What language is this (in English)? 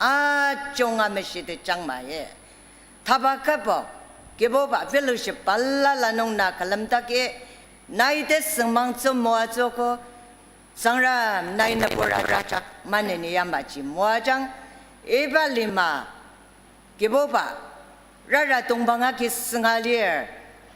Ao Naga